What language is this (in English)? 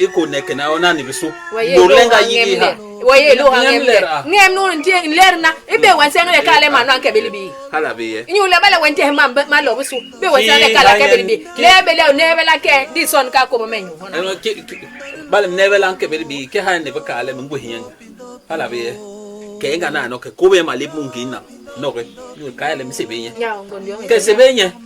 Basaa